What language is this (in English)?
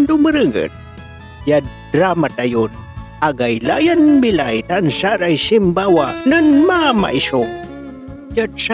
Pangasinan